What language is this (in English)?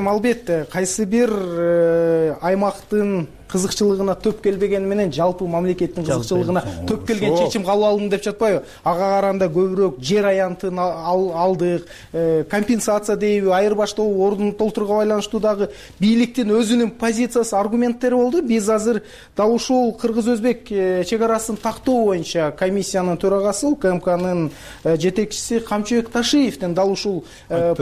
Kyrgyz